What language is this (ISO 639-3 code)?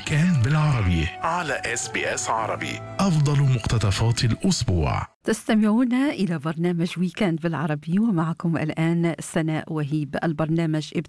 ara